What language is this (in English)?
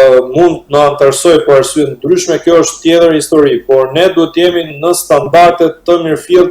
Albanian